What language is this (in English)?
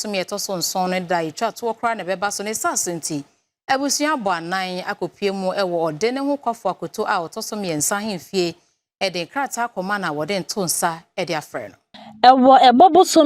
Akan